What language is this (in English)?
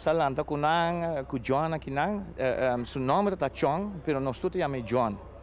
Papiamento